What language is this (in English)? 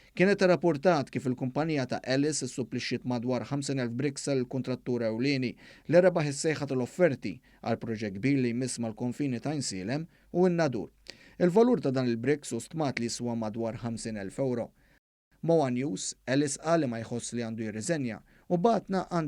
Maltese